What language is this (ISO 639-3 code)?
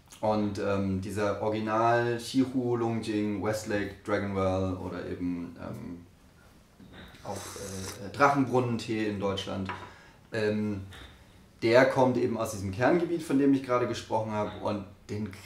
deu